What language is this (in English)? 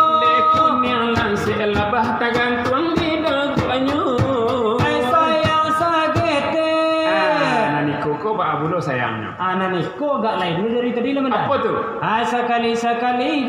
Minangkabau